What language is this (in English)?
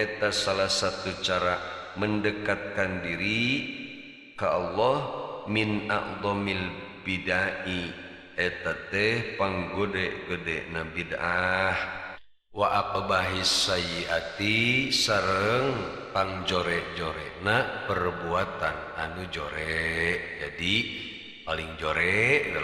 Sundanese